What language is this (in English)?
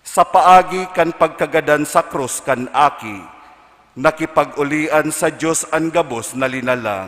Bikol